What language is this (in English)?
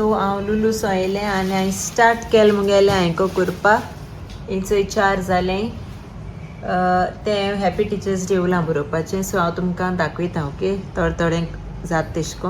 Konkani